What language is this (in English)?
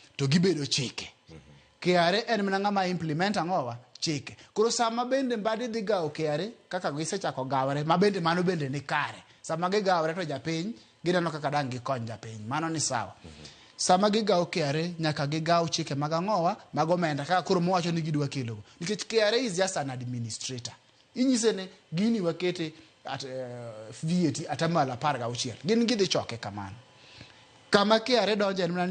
Luo (Kenya and Tanzania)